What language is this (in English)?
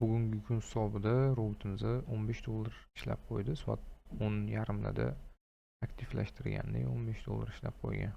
Uzbek